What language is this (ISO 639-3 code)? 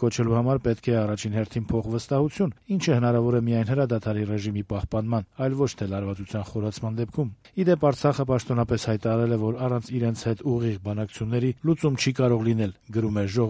hye